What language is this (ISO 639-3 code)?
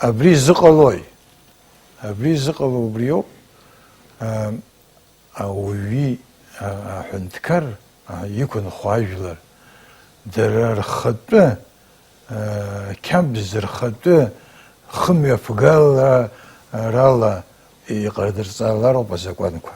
abk